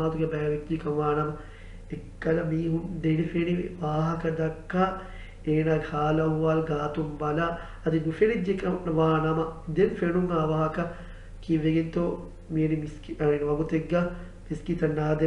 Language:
Divehi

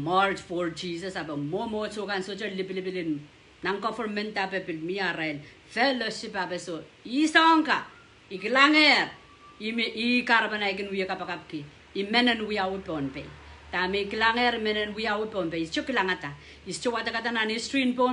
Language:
Pohnpeian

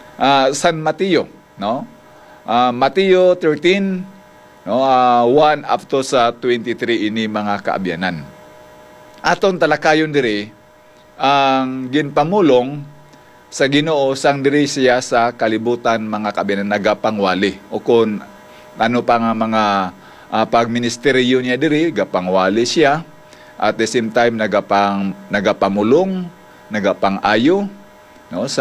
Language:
Hiligaynon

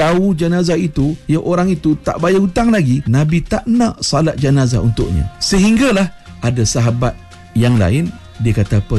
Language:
Malay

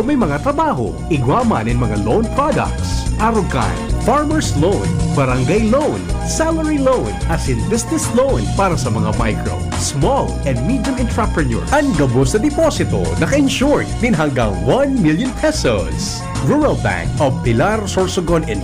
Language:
Bikol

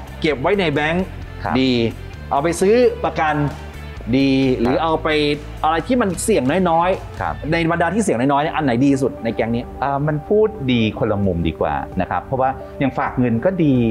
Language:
Thai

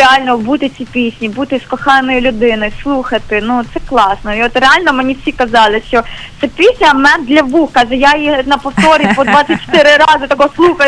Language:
Ukrainian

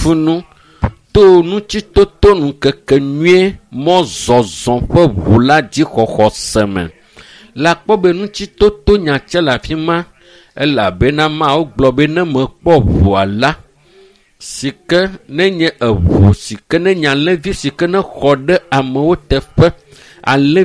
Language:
Ewe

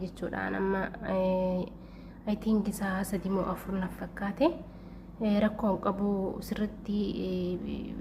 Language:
Oromo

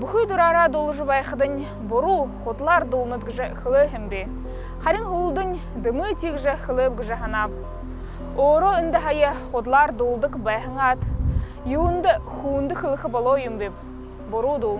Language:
Buriat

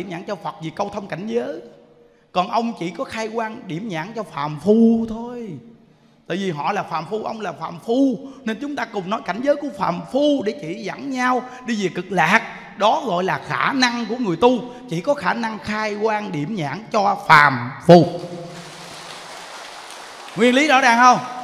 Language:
Vietnamese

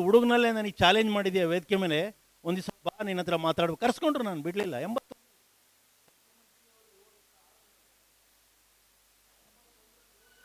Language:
Kannada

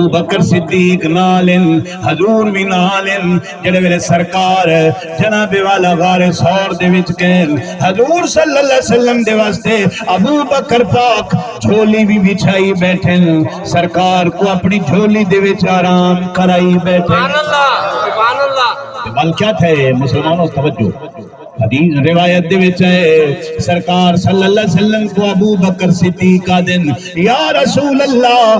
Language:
Saraiki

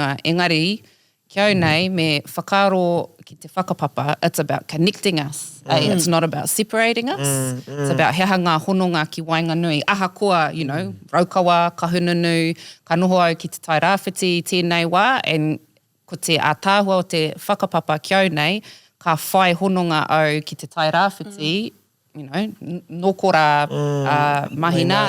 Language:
Māori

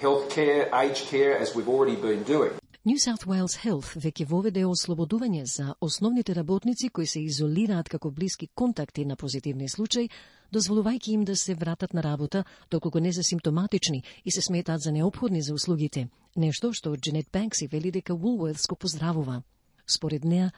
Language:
Macedonian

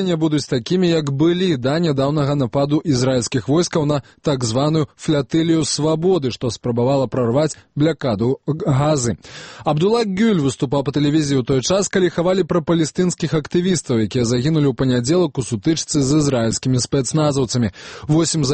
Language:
Belarusian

